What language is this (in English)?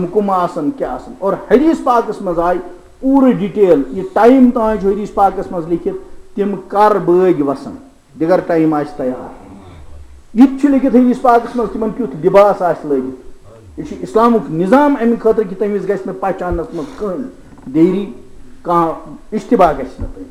Kashmiri